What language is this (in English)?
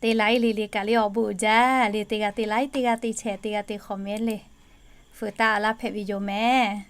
Lahu